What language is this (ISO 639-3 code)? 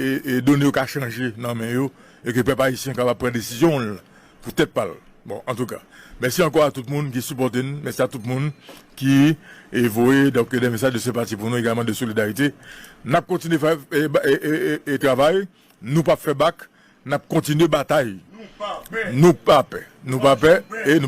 hat